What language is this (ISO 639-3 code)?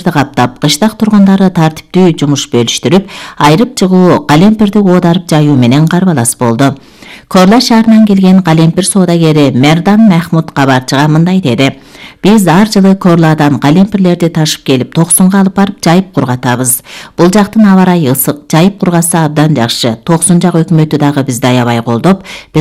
kir